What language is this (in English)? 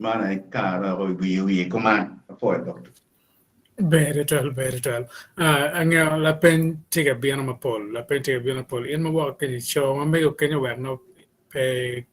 Acoli